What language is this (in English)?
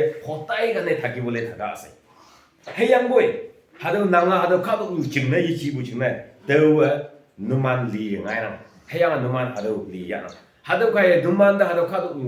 Konyak Naga